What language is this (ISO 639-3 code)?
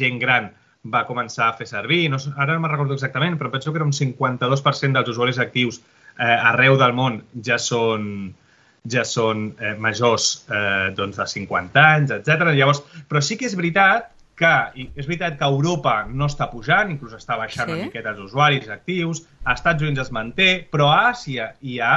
cat